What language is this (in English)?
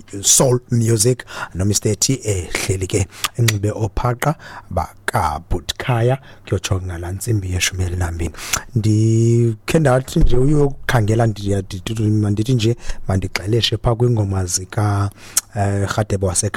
Xhosa